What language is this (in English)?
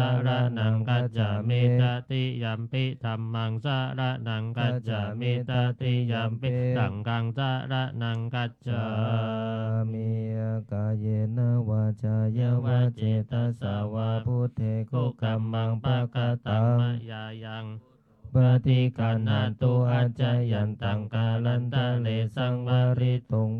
Pali